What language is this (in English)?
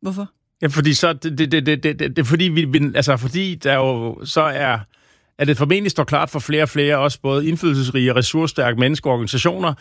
Danish